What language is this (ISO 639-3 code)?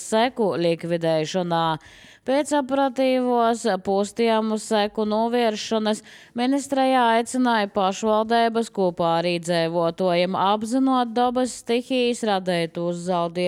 lav